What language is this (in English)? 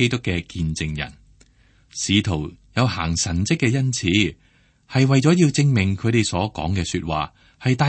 Cantonese